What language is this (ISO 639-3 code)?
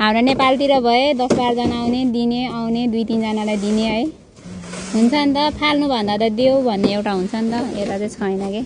nep